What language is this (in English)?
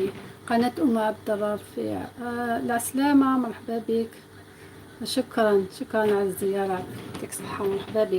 Algerian Arabic